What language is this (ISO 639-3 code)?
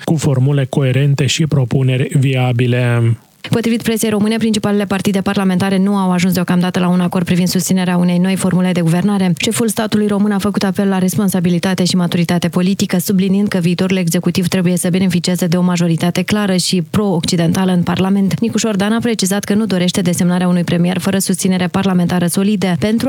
ron